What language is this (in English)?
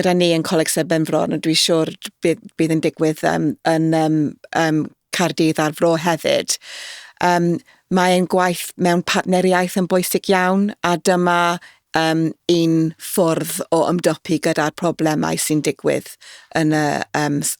Welsh